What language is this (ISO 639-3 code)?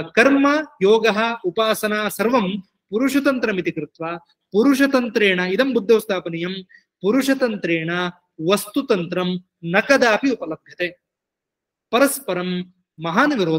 san